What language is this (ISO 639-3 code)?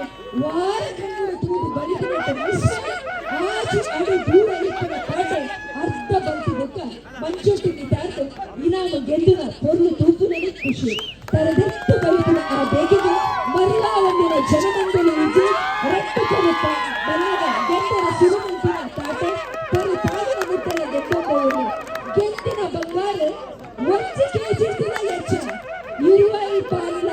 tcy